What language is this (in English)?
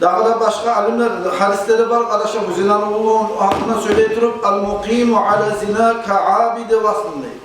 Kumyk